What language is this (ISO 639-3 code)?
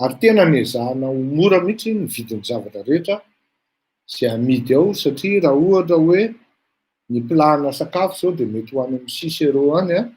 mlg